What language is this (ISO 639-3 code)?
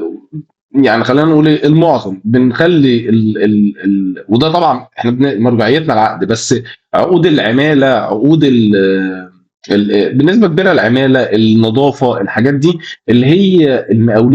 arz